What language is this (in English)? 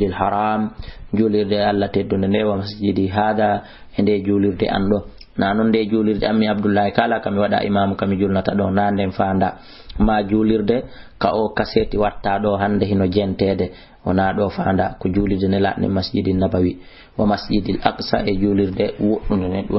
Fula